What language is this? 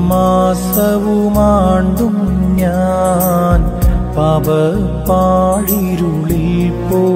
Malayalam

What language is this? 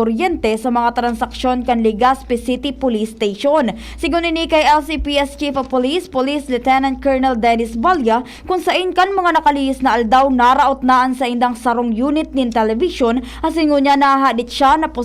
Bikol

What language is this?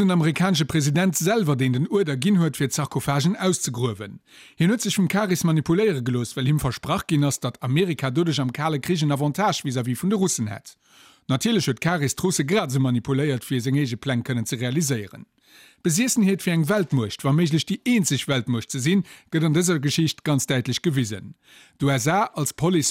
Luxembourgish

